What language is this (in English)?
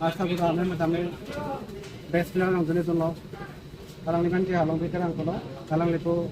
Karbi